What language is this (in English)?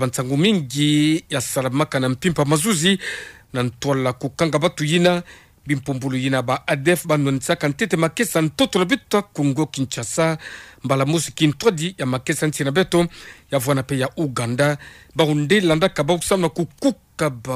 Kituba (Democratic Republic of Congo)